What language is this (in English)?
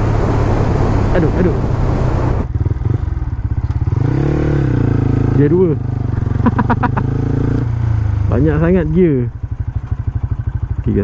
Malay